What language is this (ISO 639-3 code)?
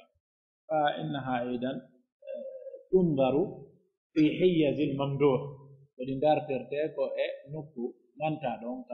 fuf